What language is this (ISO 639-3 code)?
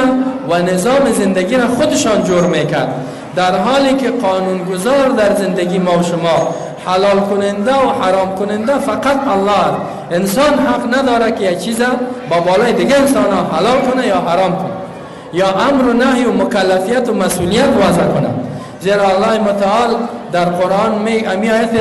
fas